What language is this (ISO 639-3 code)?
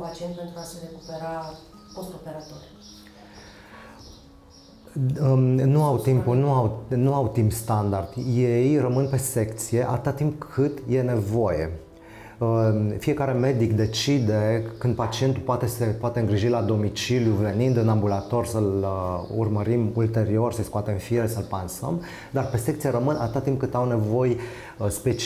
ron